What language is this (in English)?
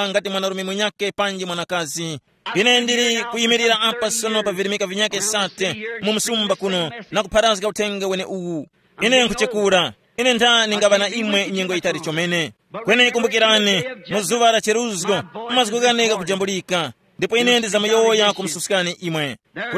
Tumbuka